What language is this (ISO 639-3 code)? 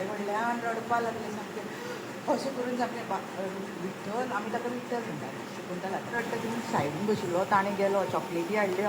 kok